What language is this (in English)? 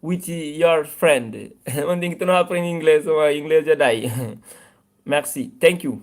Kabuverdianu